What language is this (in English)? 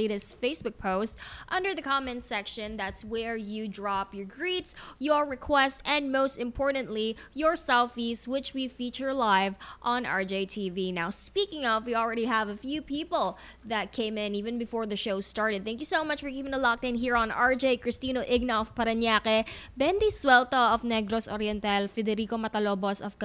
English